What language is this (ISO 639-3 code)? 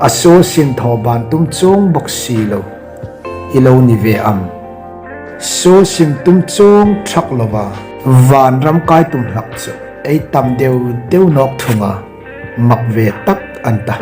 hmr